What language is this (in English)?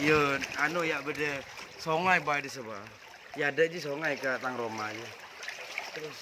Madurese